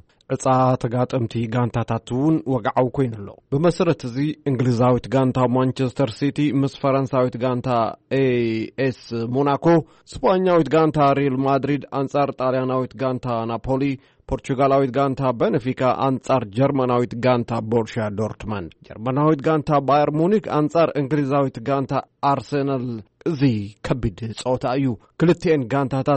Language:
Tigrinya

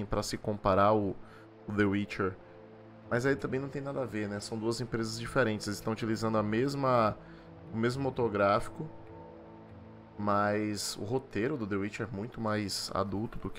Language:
Portuguese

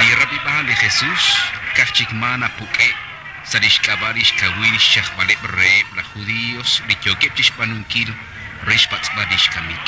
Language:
Kekchí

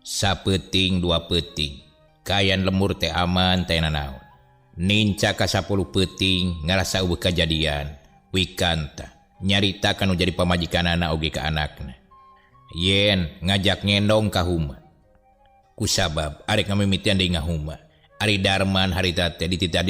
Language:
Sundanese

